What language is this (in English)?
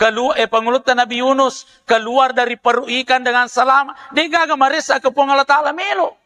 Buginese